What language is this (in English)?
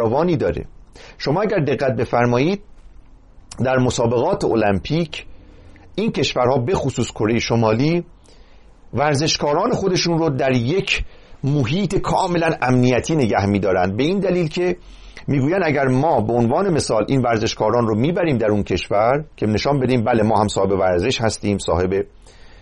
Persian